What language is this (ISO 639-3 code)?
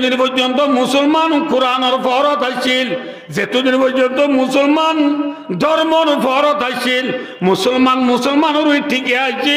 rhg